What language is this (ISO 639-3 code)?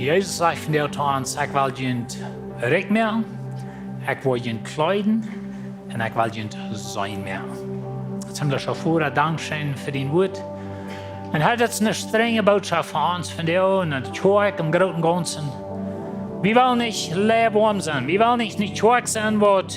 pdt